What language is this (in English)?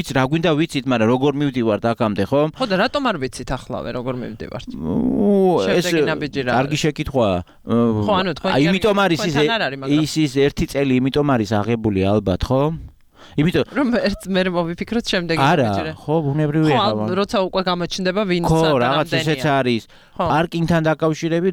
Georgian